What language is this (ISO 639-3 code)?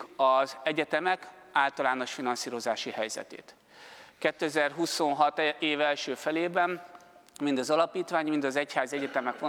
hun